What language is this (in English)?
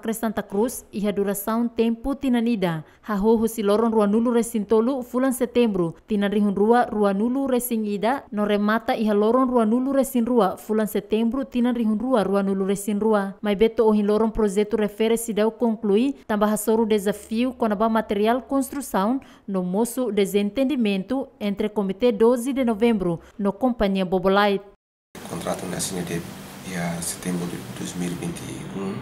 Tetum